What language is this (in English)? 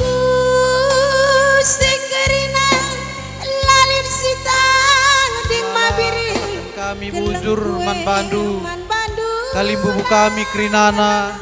Batak Karo